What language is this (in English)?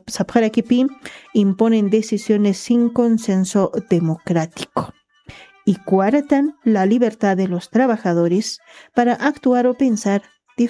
Aymara